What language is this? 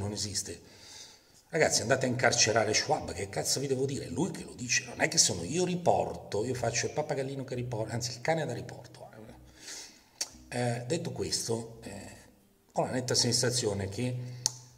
Italian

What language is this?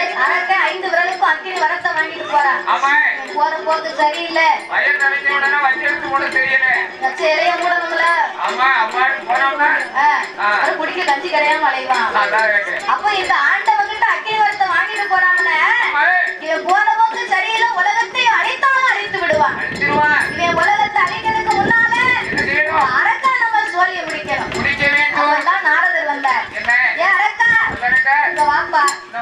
Tamil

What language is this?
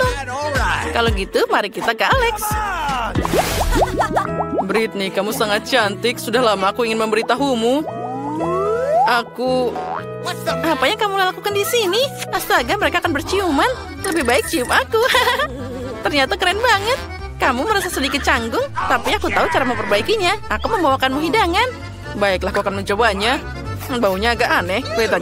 Indonesian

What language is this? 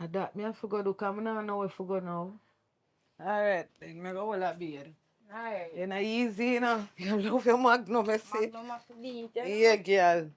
Jamaican Creole English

